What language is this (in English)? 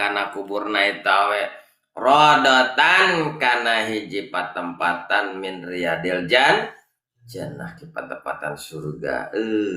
Sundanese